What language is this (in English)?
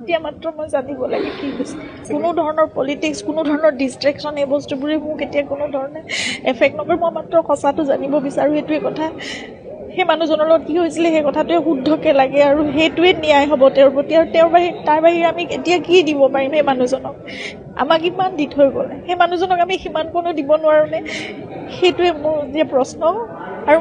Assamese